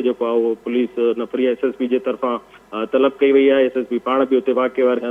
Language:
Sindhi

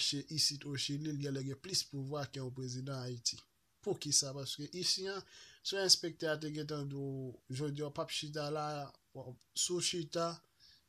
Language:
Haitian Creole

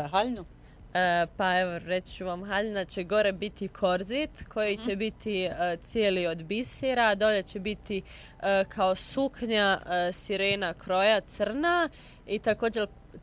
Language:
Bosnian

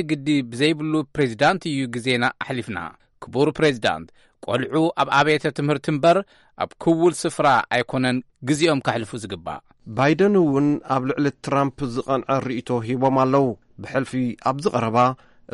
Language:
Tigrinya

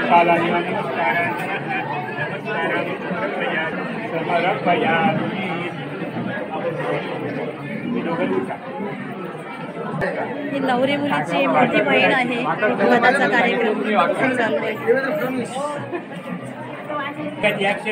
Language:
Marathi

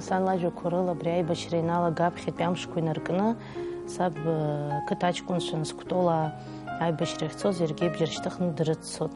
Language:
Abkhazian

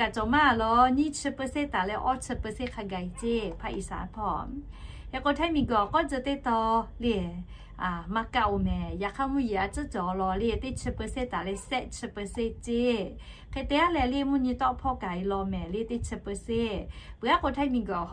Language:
Lahu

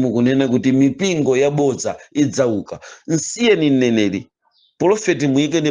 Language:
Nyanja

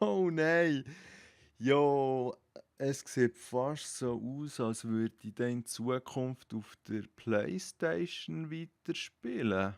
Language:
Swiss German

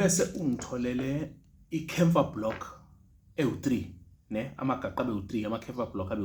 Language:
Zulu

